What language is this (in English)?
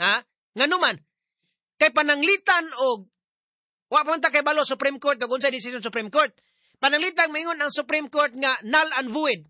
Cebuano